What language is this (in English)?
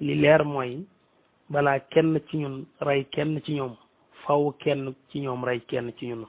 Wolof